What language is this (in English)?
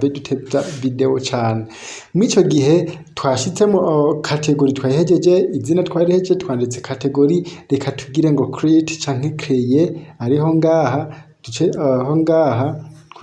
Rundi